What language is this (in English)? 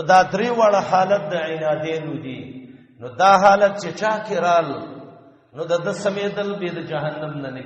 Pashto